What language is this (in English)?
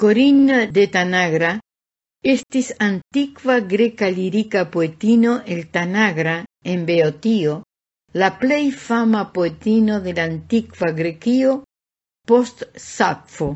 Esperanto